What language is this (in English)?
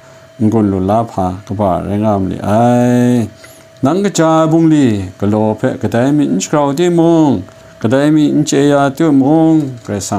Kachin